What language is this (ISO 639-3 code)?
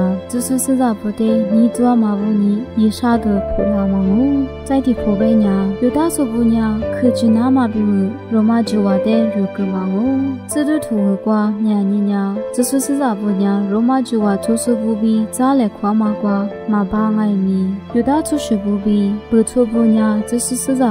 lis